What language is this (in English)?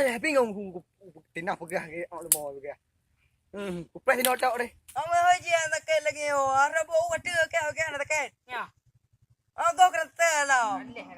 Achinese